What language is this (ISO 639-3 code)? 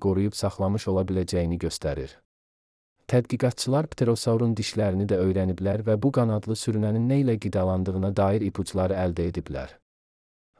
aze